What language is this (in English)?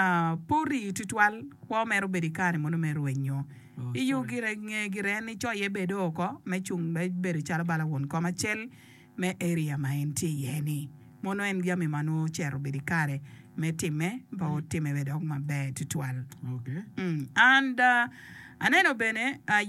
Acoli